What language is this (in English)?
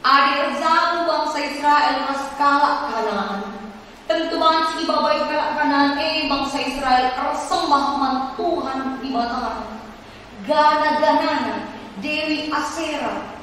Batak Karo